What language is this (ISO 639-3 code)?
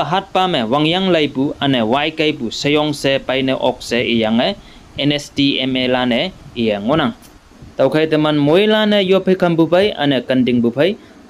nbe